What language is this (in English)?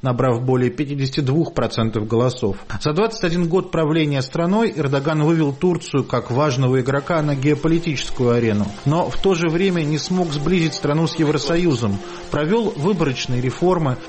Russian